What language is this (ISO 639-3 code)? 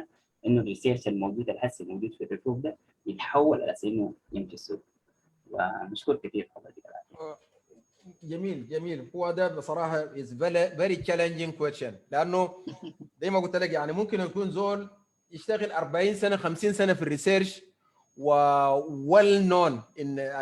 apd